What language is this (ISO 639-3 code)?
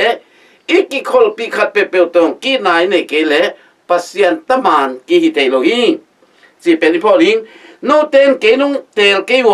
ctd